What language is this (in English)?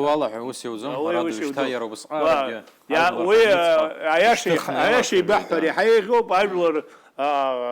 Abkhazian